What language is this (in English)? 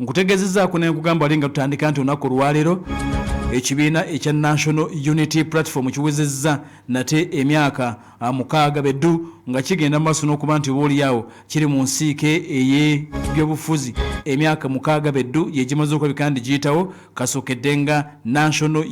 Ganda